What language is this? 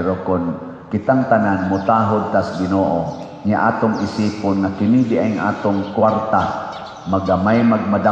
Cebuano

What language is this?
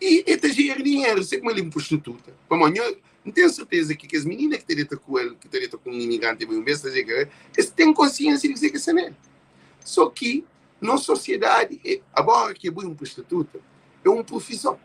Kabuverdianu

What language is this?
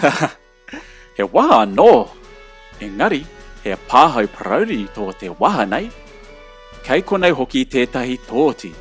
Māori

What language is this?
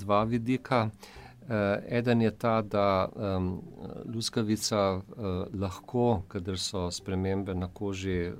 Slovenian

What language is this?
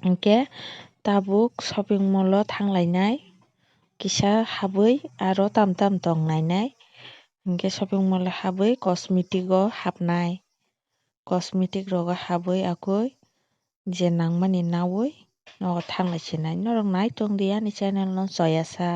Kok Borok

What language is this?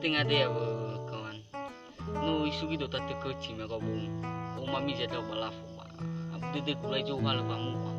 Nias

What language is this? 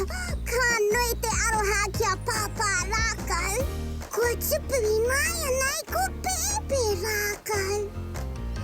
Māori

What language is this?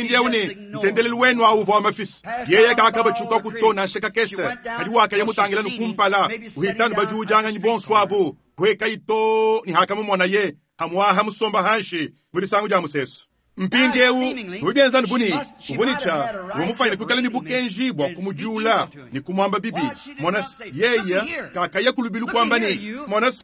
Luba-Lulua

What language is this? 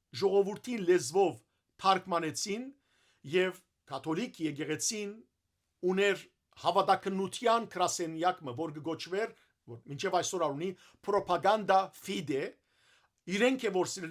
Western Armenian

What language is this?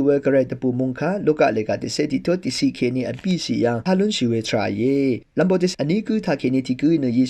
Rawang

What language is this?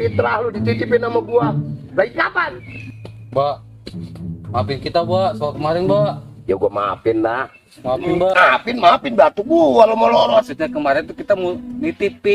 Betawi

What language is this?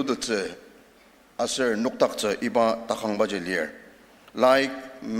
Ao Naga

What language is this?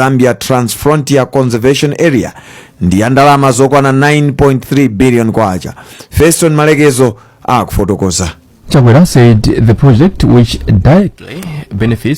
Nyanja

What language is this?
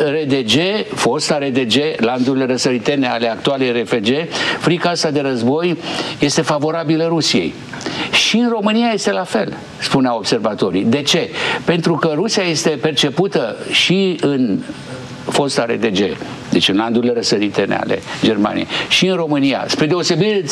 Romanian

